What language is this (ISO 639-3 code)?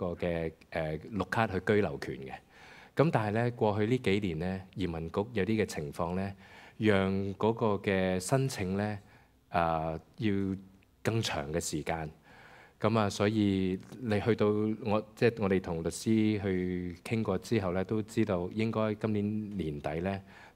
yue